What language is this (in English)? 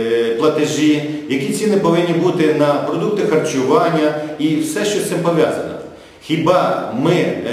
Ukrainian